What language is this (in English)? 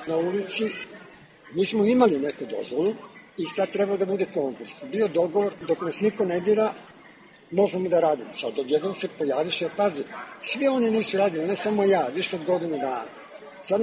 Serbian